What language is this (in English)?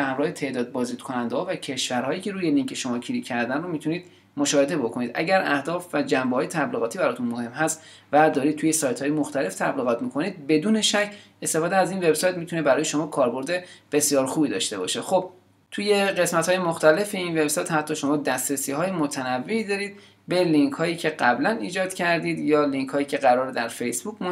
Persian